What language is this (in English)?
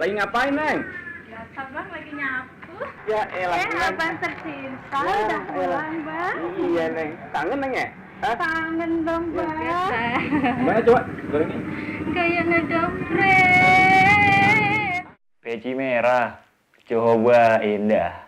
Betawi